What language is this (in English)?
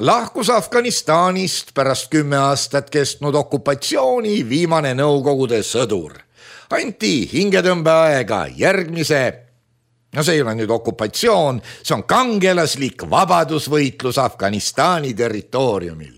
Estonian